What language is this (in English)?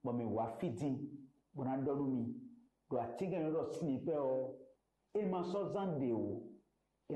Fon